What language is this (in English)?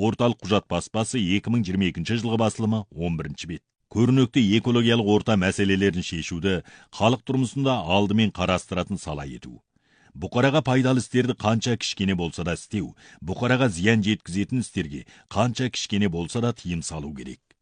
Kazakh